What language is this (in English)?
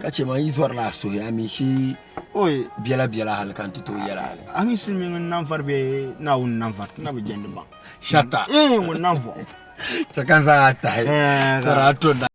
Dagbani